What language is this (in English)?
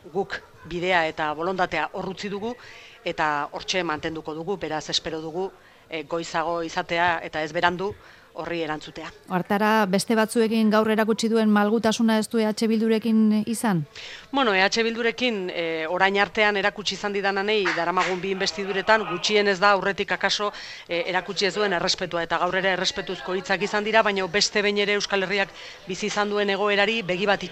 Basque